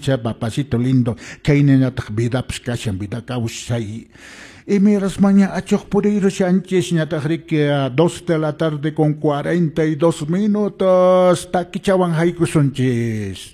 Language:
Quechua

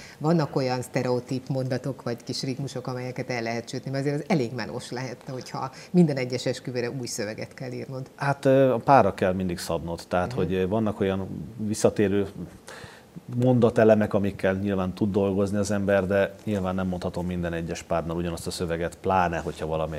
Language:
Hungarian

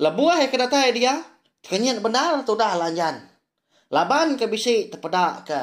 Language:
Iban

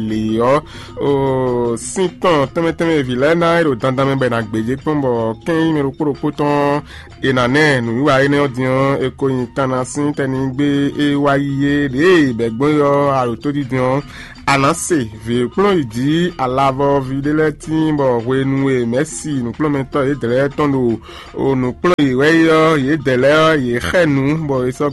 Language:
Fon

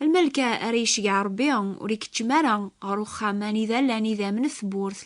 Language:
Kabyle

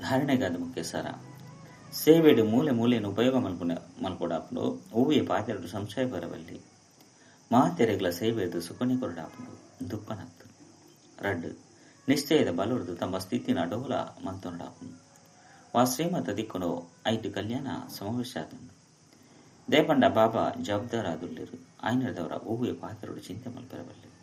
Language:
Tulu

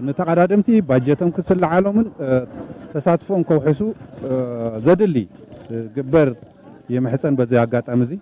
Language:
Tigrinya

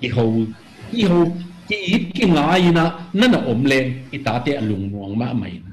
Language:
Tedim Chin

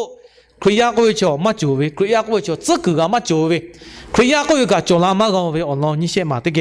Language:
Lahu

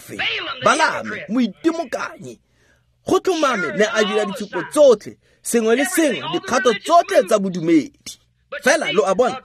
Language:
Tswana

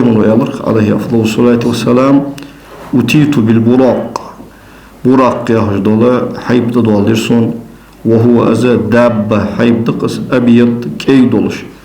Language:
Ingush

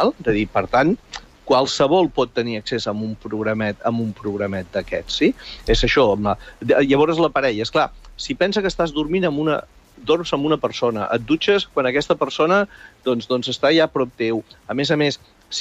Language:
Catalan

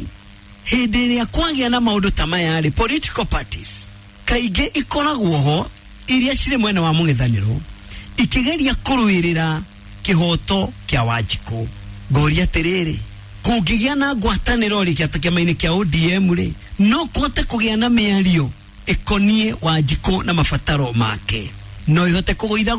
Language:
Kikuyu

